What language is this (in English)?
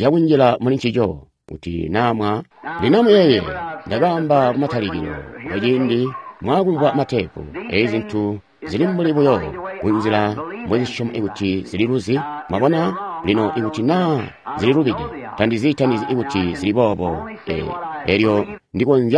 Tonga (Zambia)